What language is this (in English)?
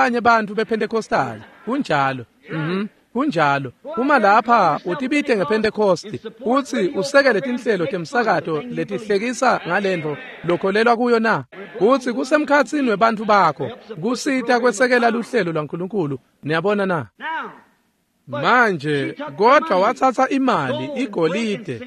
Swati